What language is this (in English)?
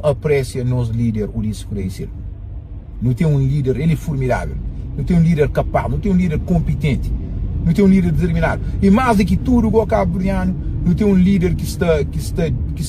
Kabuverdianu